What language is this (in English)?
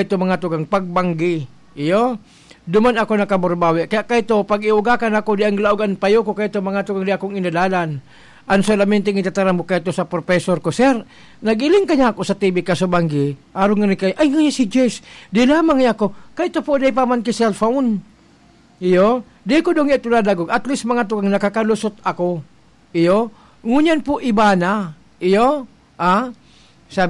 Bikol